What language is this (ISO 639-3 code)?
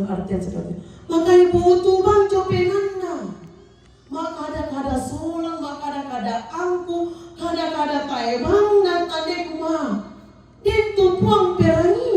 sda